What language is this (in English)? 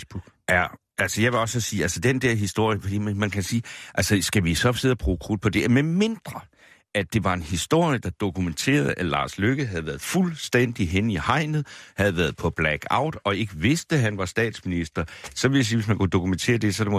Danish